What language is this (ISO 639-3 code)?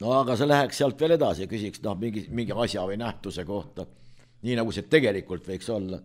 est